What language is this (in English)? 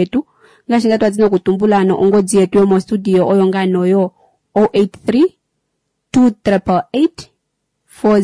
Kuanyama